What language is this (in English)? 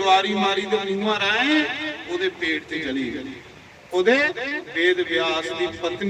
Dogri